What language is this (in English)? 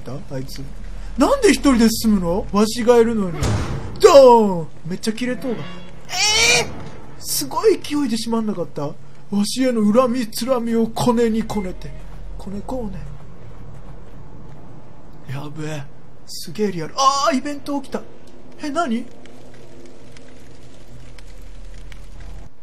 Japanese